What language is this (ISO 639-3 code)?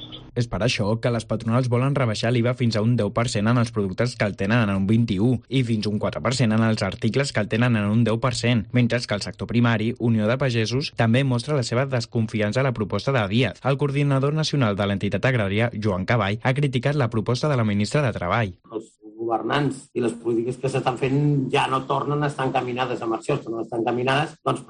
cat